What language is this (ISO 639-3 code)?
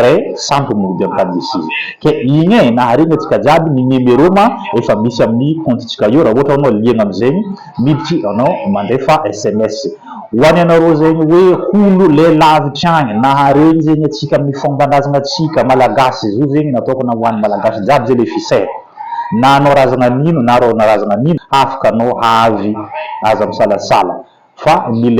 mlg